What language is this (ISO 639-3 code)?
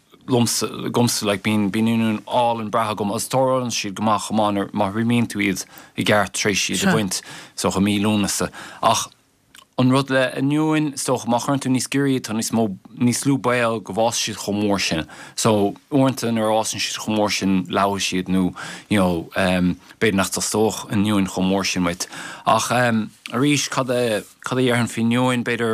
gle